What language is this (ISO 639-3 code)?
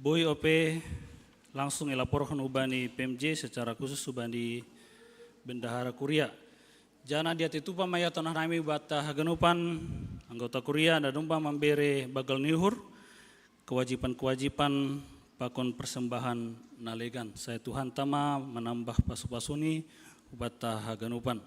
bts